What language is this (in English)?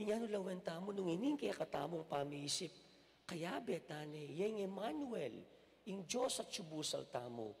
Pampanga